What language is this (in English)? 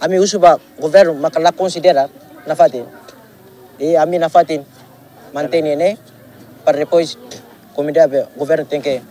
Tetum